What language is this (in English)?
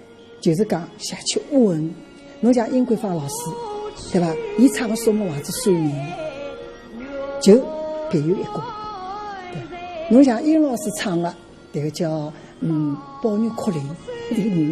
Wu Chinese